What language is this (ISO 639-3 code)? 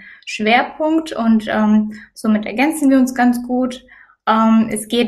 deu